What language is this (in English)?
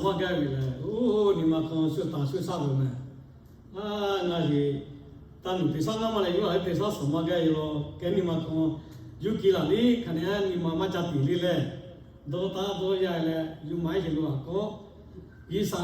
Lahu